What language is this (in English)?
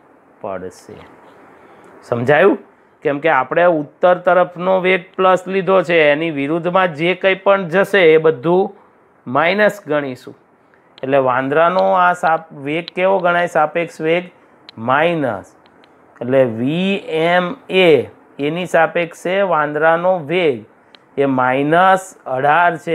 Gujarati